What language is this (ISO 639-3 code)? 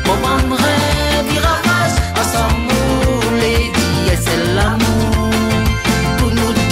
rcf